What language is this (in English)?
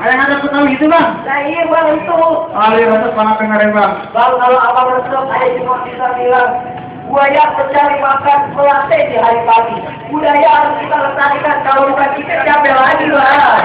Betawi